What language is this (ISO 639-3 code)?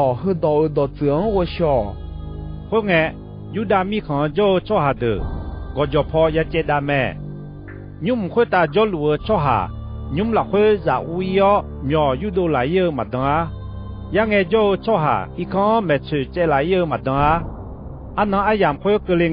ahk